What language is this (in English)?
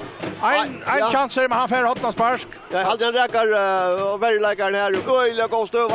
Faroese